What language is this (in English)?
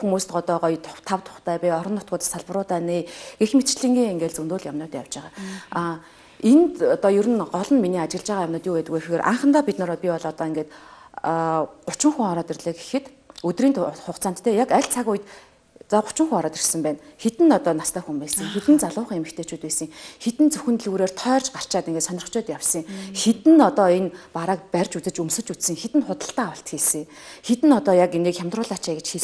Mongolian